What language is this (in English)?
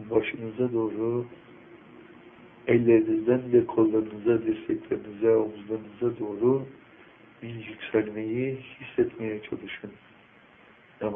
Turkish